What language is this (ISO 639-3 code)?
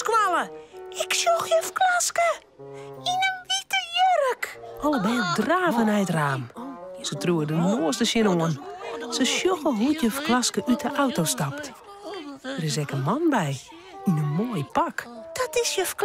fry